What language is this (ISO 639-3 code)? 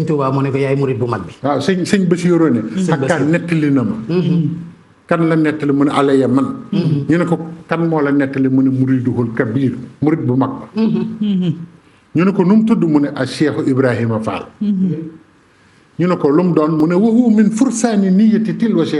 wol